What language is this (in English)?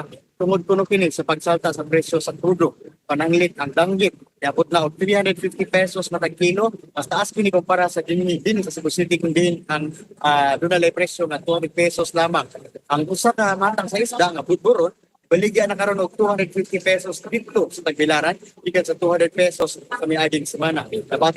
Cebuano